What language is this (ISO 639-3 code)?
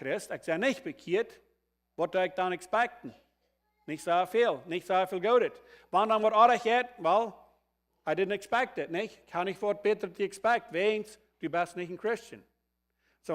pdt